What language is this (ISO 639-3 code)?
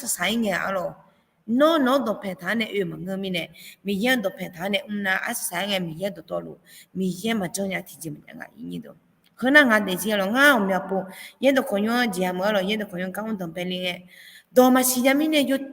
ahk